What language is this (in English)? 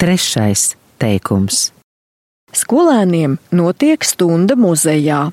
Latvian